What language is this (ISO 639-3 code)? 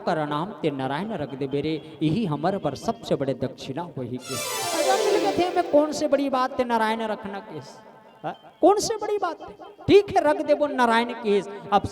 hne